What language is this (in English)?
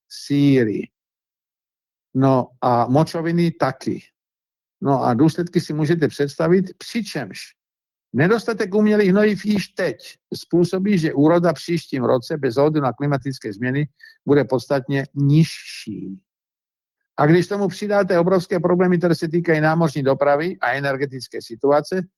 Czech